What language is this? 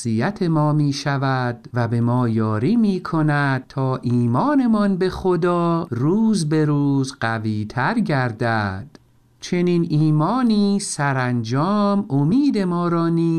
Persian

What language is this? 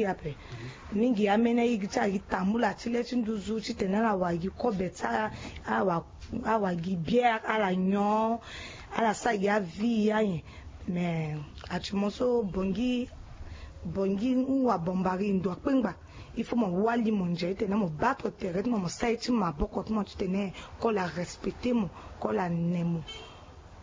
Sango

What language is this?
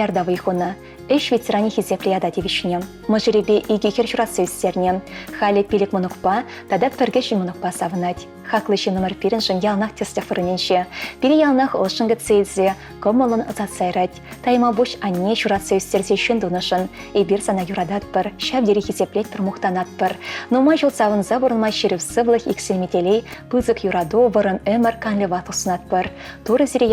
Chuvash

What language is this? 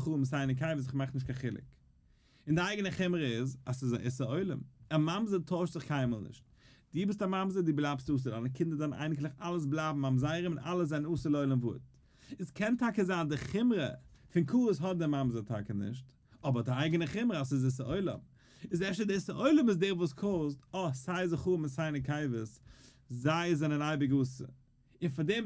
Yiddish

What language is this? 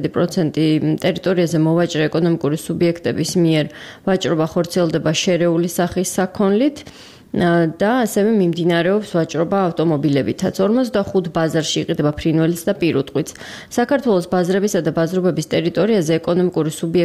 Georgian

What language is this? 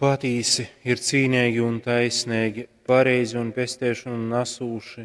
Latgalian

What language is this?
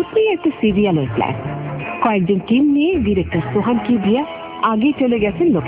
Bangla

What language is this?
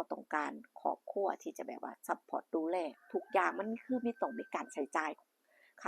Lao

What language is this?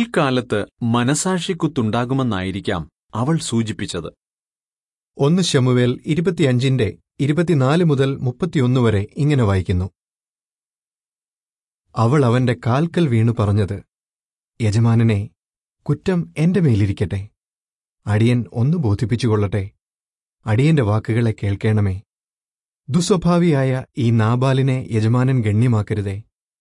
Malayalam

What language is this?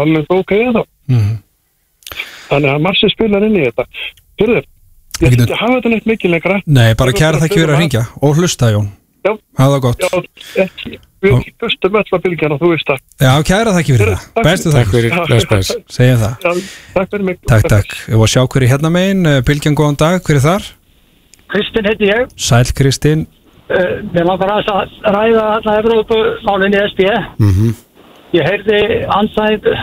Icelandic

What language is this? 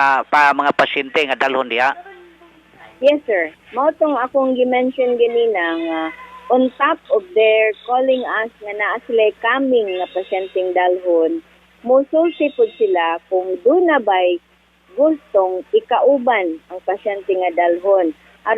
Cebuano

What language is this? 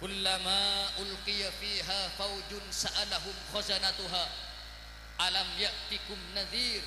Madurese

